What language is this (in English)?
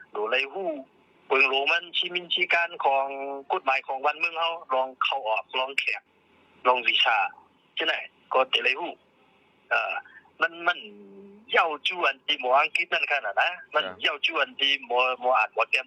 Shan